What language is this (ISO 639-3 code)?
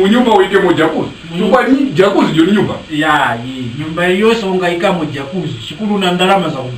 tum